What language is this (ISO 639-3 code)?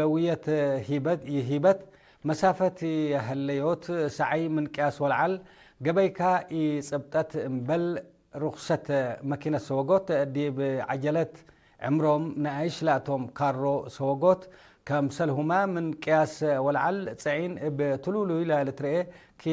tig